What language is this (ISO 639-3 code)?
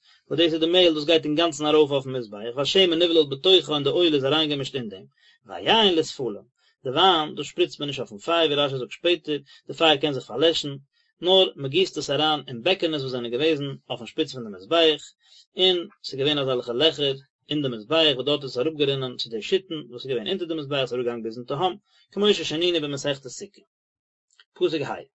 yid